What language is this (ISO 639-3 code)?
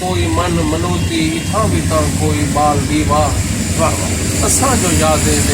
skr